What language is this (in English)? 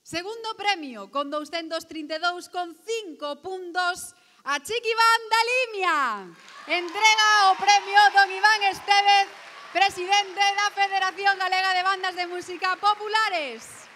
Galician